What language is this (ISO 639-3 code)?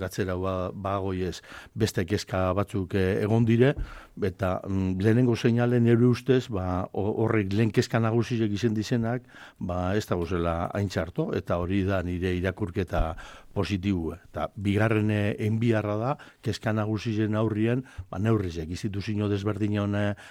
eus